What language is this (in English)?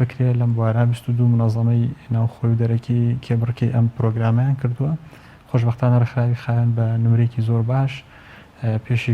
Central Kurdish